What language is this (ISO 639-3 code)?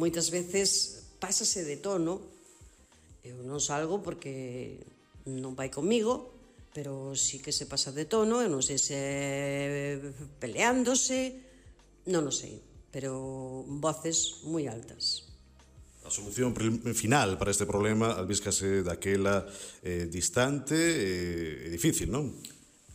glg